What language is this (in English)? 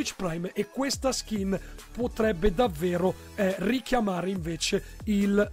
Italian